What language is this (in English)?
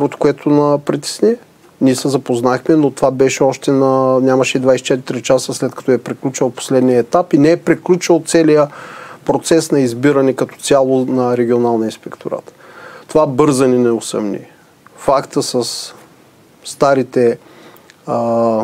Bulgarian